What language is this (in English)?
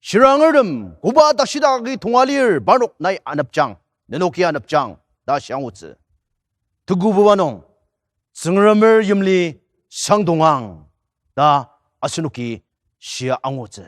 Ao Naga